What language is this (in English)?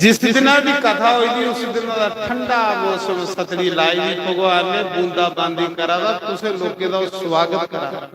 Dogri